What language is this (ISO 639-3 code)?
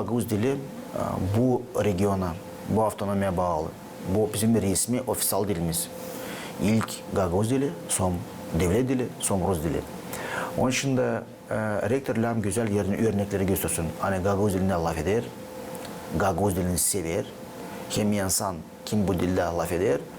gag